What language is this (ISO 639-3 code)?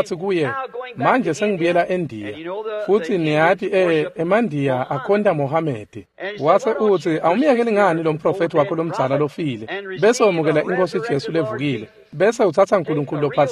ssw